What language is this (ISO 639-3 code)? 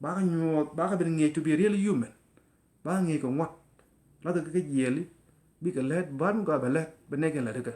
nus